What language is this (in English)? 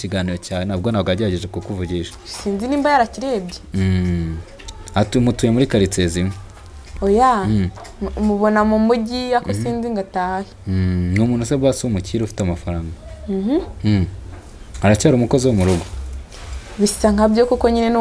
Kinyarwanda